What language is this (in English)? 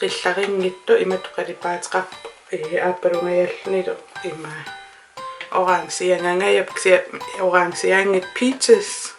Kalaallisut